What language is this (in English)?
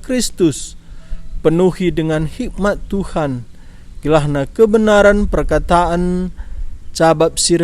Batak Karo